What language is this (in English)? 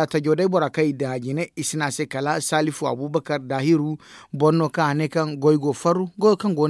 Zarma